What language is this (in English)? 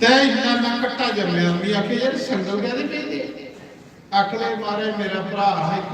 Dogri